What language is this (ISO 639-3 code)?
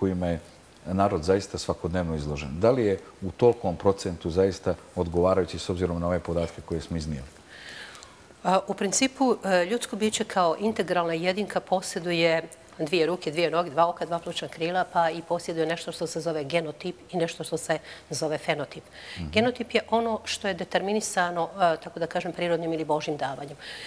bos